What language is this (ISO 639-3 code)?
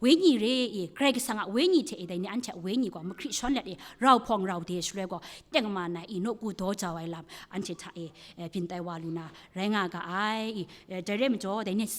kac